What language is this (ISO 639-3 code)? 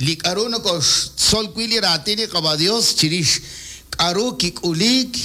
kek